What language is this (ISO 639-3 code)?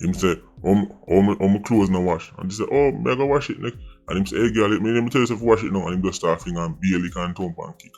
jam